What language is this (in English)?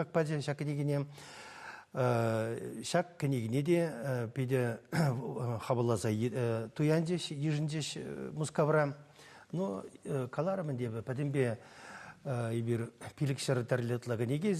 Chuvash